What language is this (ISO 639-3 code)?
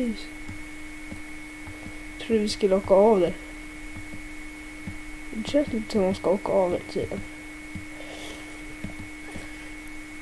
swe